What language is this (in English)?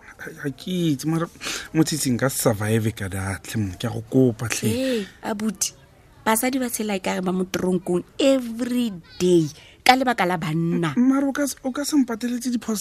Tswana